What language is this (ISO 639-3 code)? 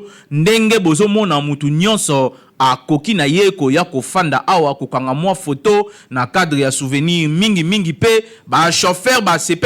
lin